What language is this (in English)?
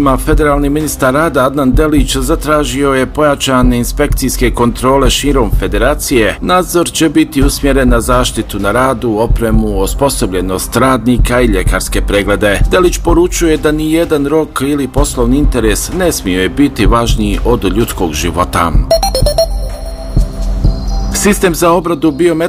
Bosnian